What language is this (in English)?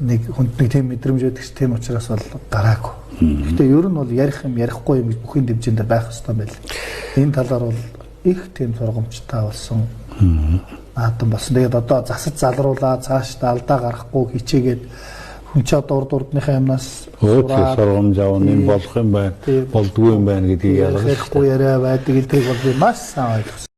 Mongolian